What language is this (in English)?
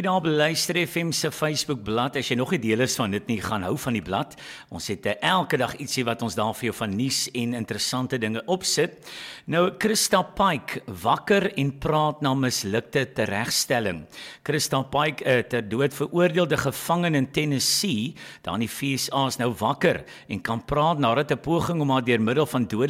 Afrikaans